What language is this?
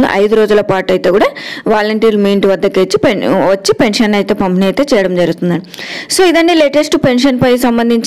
Telugu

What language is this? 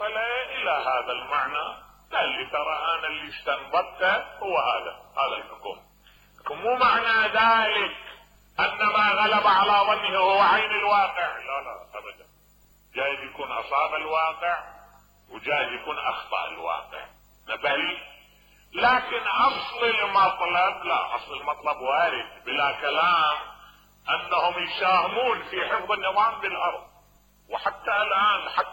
Mesopotamian Arabic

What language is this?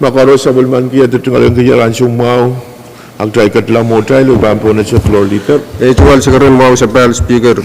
Pohnpeian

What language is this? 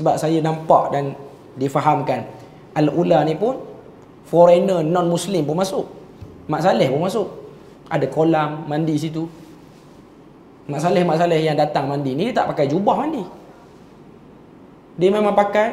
Malay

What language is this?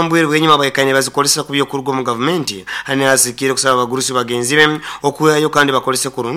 Nyoro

